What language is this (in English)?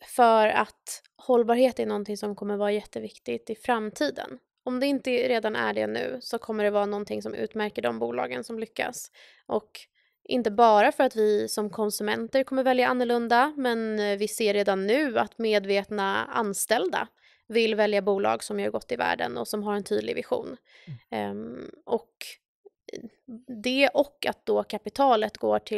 Swedish